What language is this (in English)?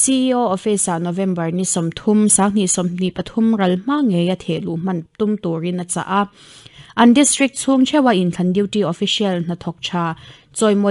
Mizo